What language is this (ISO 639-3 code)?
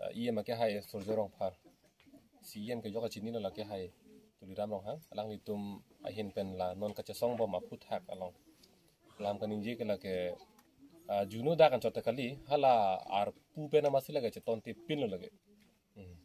mjw